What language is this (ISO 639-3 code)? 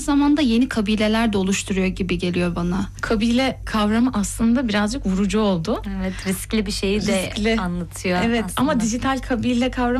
tur